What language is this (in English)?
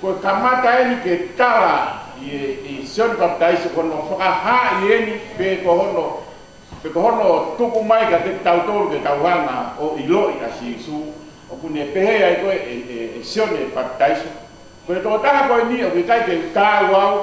Tongan